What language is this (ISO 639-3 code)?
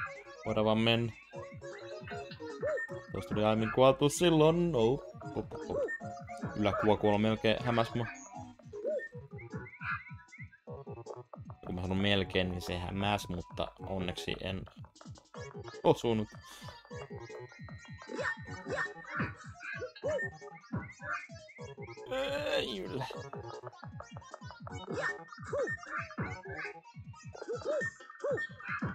fin